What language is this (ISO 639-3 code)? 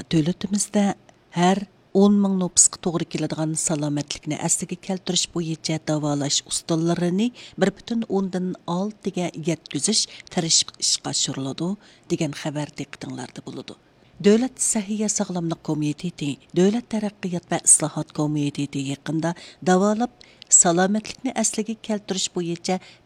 uig